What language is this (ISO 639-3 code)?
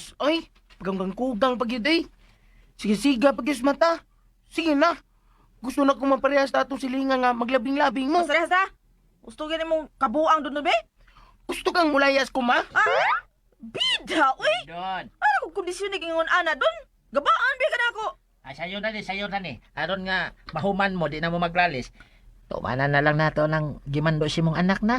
ceb